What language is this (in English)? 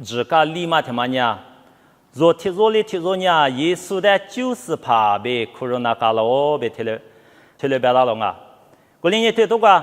Lisu